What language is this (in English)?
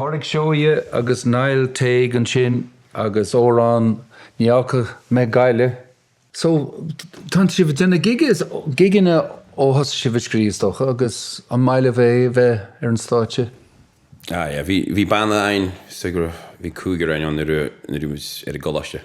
Irish